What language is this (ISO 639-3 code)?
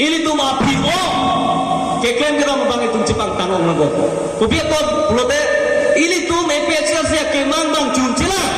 mjw